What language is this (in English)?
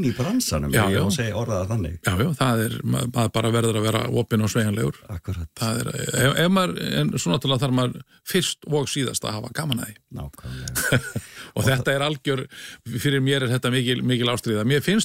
Icelandic